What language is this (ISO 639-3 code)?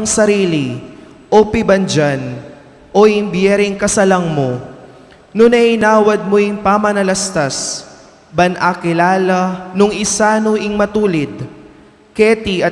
pam